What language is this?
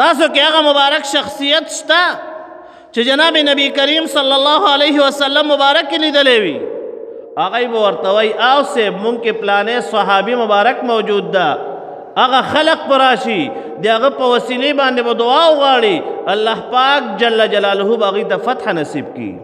Pashto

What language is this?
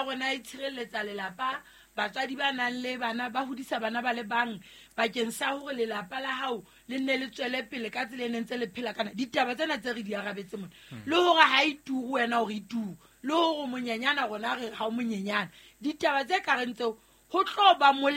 Southern Sotho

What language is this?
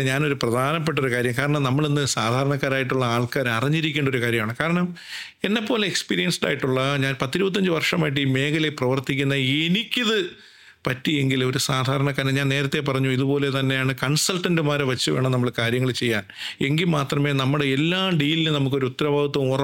Malayalam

